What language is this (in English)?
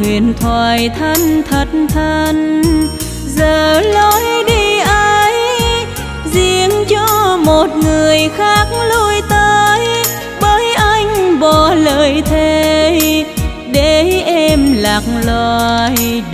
Vietnamese